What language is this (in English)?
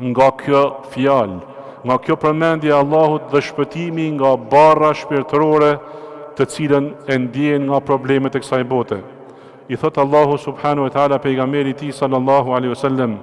Albanian